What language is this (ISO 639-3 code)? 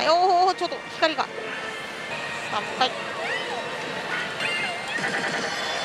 jpn